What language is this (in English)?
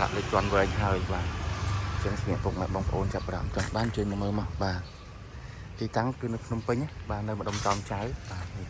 Khmer